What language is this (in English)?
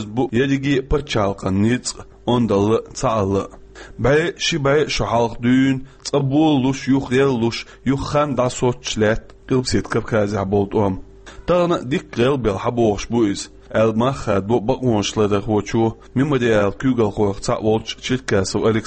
Chechen